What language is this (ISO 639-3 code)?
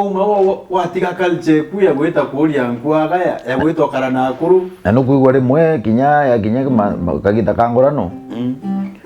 mer